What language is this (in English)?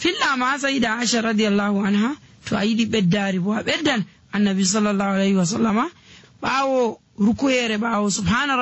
Nigerian Fulfulde